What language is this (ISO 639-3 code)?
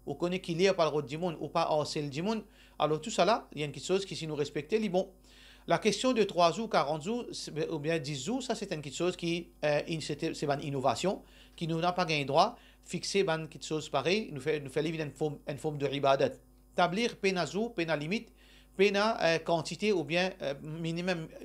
mfe